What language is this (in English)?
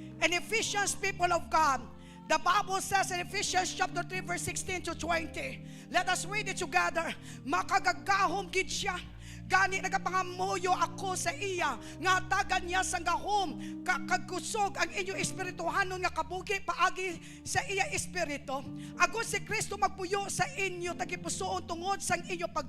Hiligaynon